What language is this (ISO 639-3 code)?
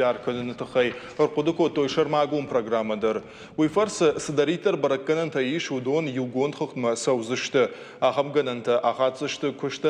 oss